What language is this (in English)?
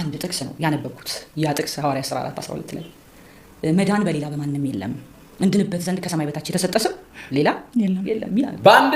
Amharic